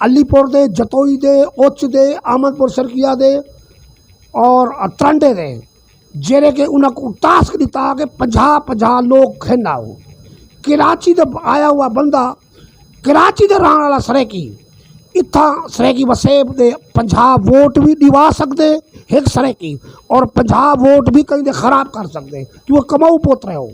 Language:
Saraiki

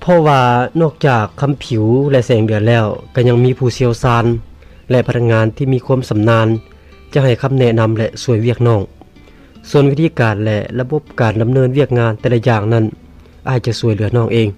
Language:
Lao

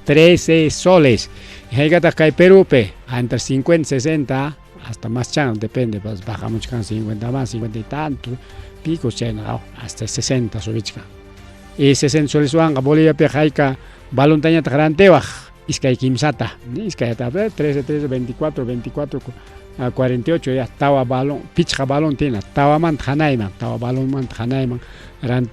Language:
Ayacucho Quechua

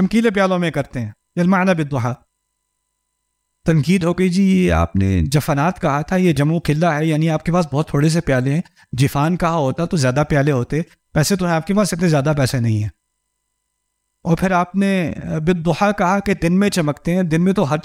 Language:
Urdu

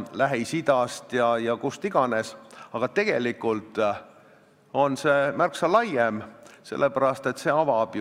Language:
Estonian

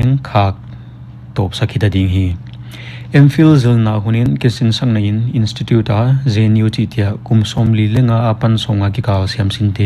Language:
Paite Chin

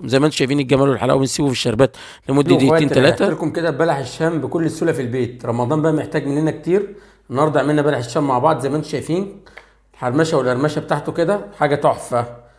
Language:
Egyptian Arabic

